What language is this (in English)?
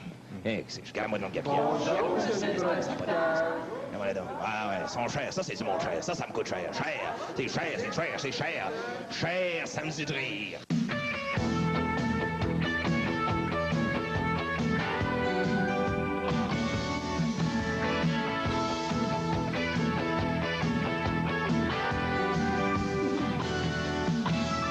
French